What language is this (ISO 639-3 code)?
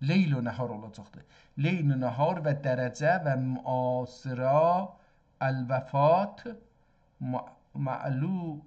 azb